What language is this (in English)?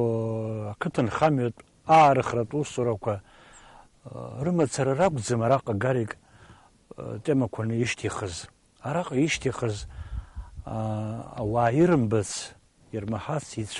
Abkhazian